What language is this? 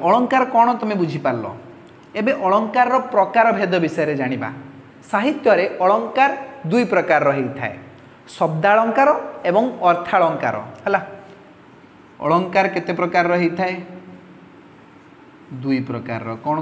Odia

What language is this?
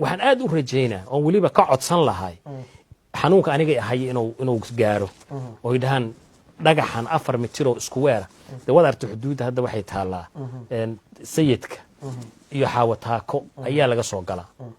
Somali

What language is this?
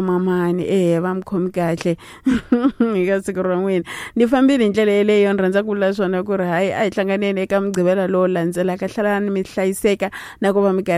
Tsonga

